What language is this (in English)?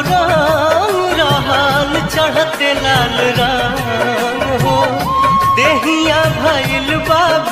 Bhojpuri